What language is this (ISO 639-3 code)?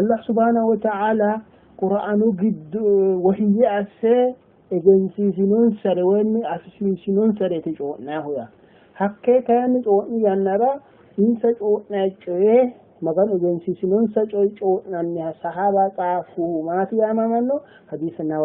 sid